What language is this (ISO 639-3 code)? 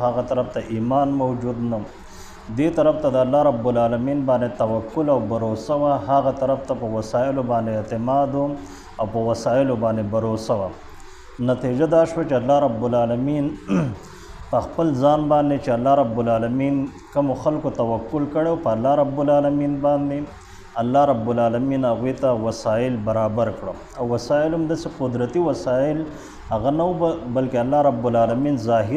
pus